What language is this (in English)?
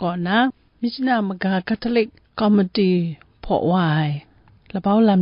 Kachin